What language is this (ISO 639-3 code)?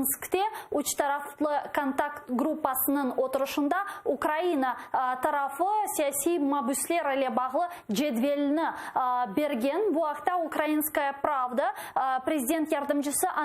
crh